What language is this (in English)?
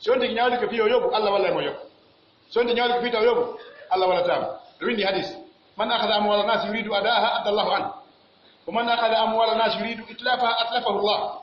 Pular